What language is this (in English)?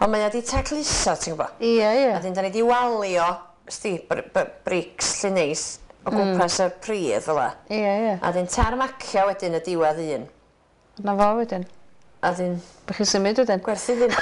Welsh